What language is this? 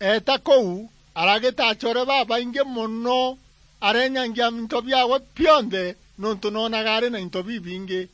Meru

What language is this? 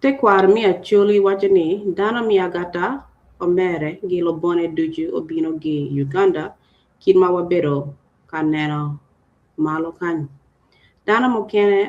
Acoli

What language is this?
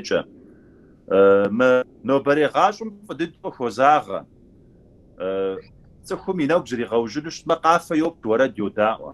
Kabardian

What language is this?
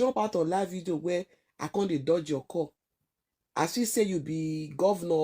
Nigerian Pidgin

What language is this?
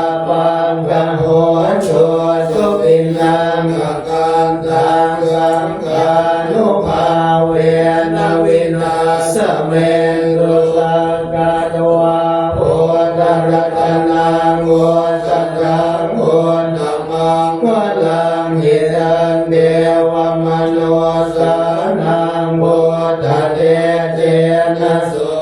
Pali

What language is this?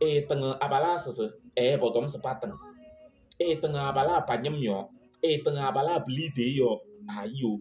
Kabiyè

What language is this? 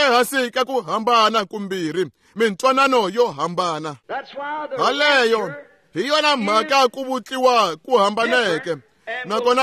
Tsonga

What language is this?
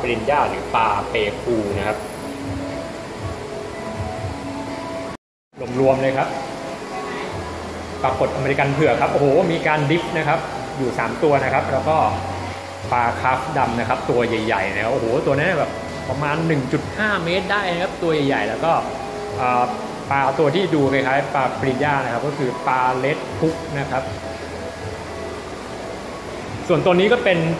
Thai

